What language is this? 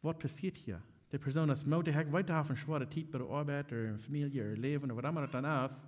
Plautdietsch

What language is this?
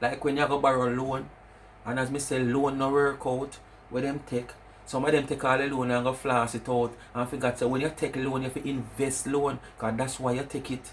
Jamaican Creole English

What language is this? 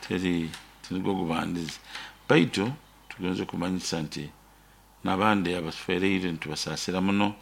Nyoro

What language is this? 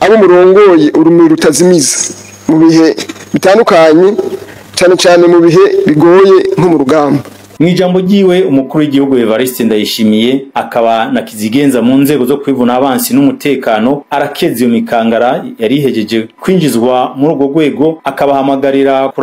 Rundi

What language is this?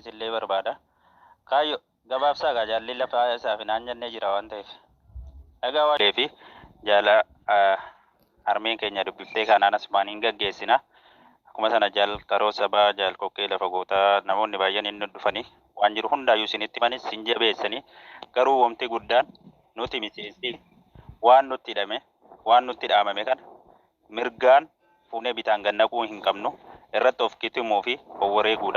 Oromo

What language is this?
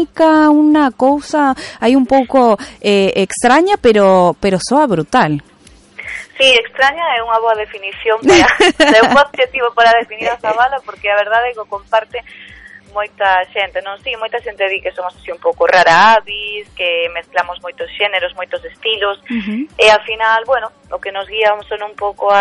Galician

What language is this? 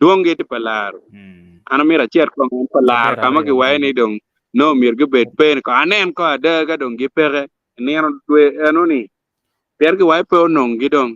Acoli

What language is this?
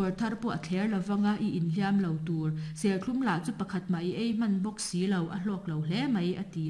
Mizo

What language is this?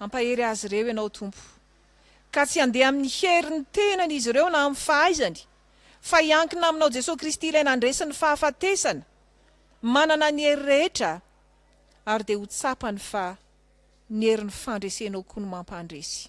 Malagasy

